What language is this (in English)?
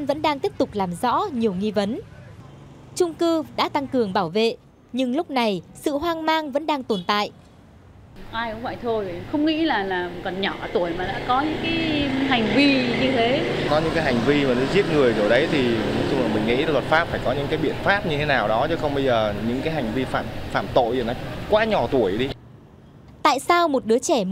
Vietnamese